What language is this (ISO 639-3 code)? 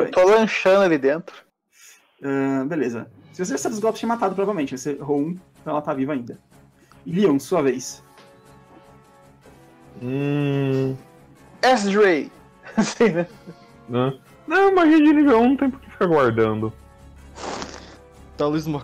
por